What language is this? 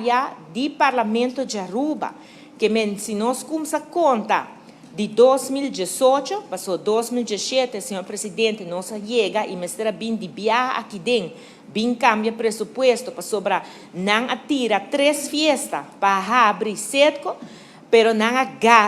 Papiamento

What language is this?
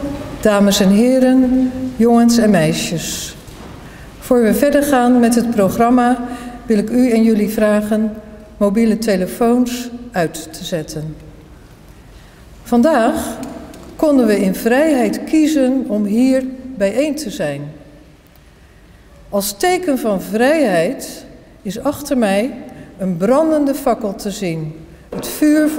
Dutch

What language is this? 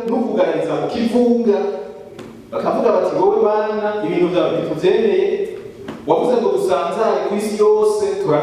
Rundi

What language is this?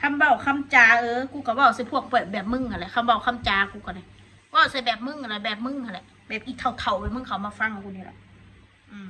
Northeastern Thai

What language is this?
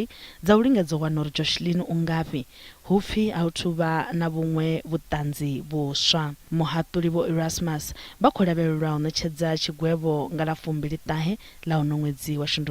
Venda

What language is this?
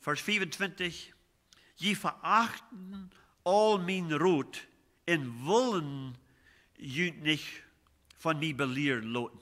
Plautdietsch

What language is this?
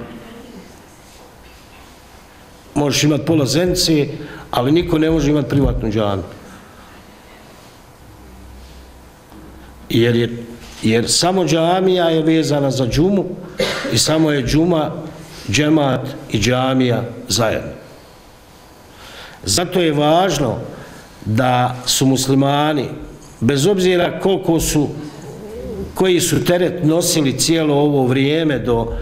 Bosnian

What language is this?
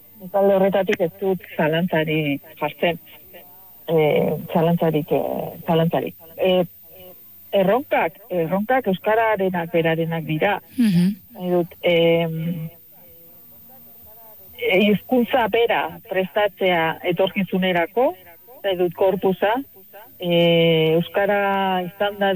Basque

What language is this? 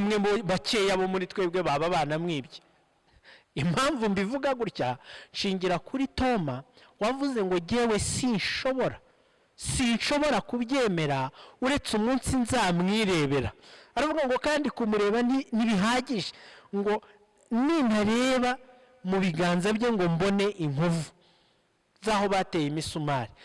Kinyarwanda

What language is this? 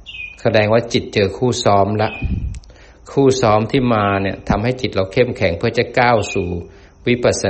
Thai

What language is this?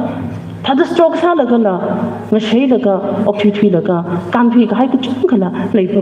Tangkhul Naga (India)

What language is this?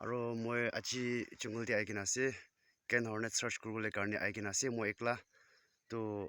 Naga Pidgin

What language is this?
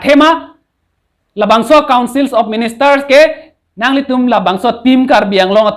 Karbi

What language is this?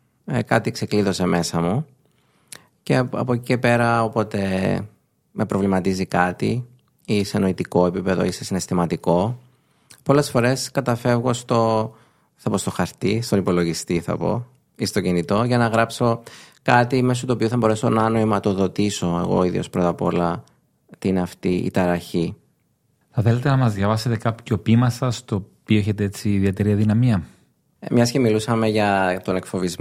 Greek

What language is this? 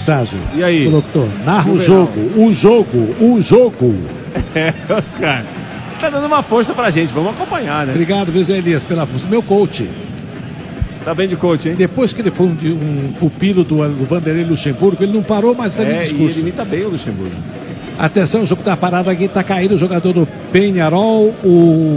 Portuguese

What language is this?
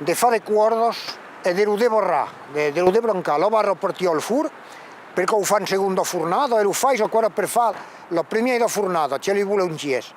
Occitan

